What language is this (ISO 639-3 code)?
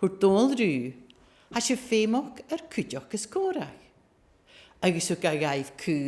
gla